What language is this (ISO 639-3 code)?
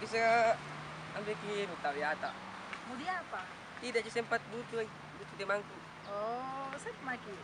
mfp